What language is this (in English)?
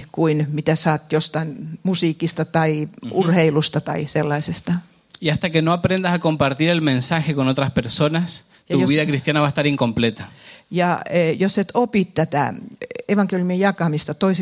Finnish